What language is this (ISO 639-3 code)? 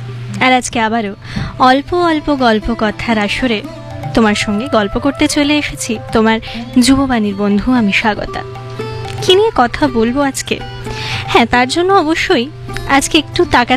ben